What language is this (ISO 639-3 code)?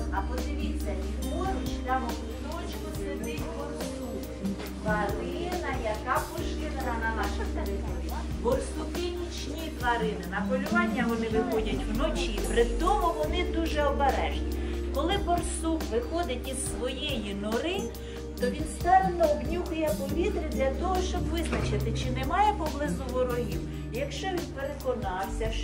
ukr